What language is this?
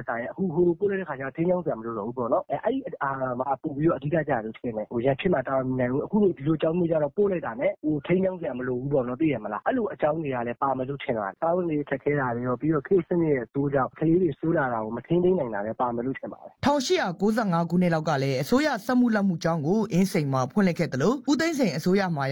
Burmese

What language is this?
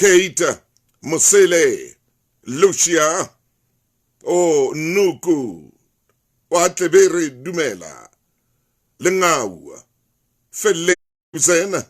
Southern Sotho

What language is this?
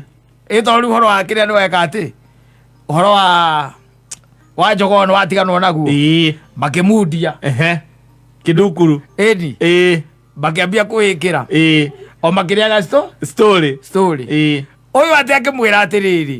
Kikuyu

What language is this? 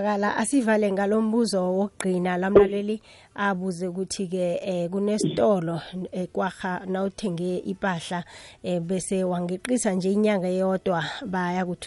South Ndebele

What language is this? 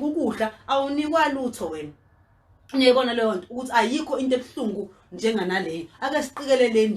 Zulu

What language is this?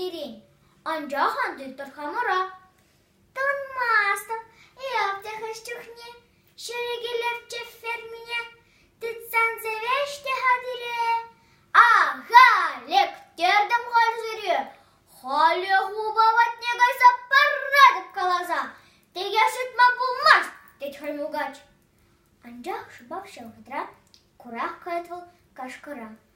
Chuvash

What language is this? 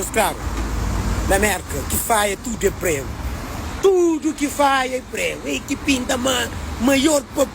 Kabuverdianu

